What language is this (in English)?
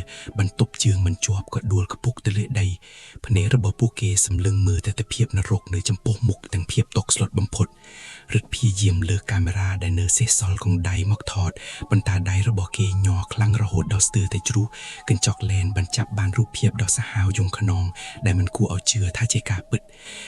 Khmer